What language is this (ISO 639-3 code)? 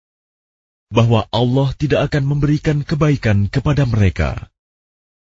ind